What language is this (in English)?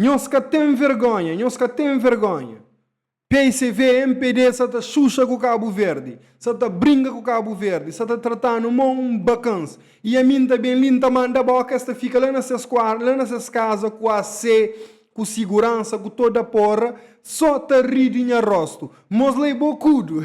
Kabuverdianu